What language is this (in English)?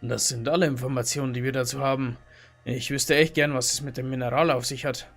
Bavarian